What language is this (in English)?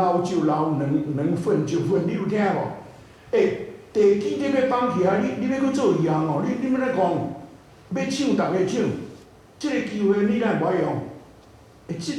Min Nan Chinese